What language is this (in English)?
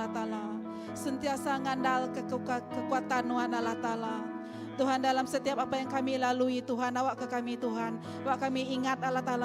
Iban